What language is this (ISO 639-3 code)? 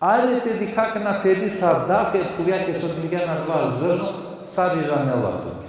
rmn